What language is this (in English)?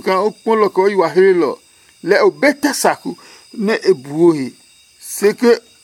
Adangme